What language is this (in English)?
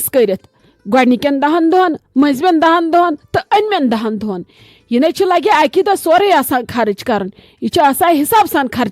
Kashmiri